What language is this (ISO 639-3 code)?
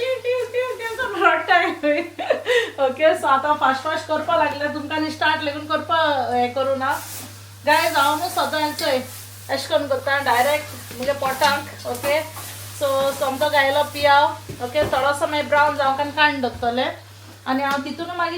kok